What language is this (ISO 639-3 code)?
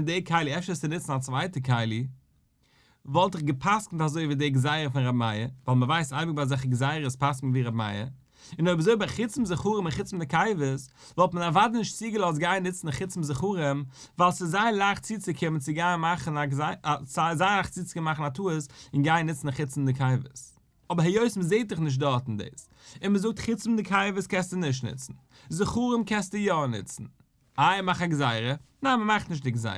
yid